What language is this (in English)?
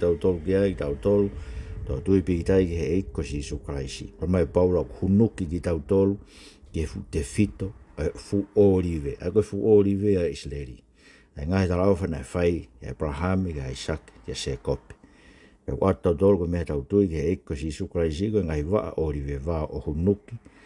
Tongan